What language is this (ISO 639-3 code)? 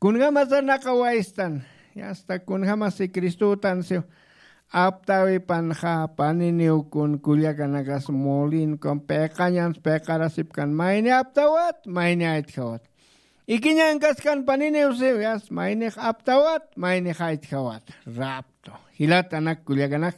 aym